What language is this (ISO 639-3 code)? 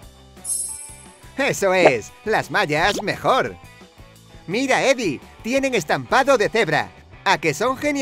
spa